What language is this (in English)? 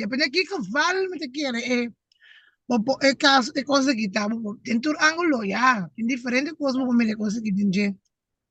Papiamento